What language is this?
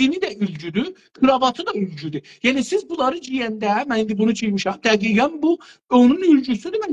South Azerbaijani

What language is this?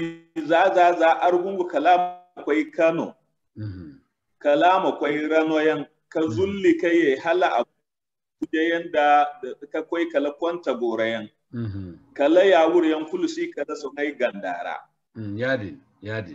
Zarma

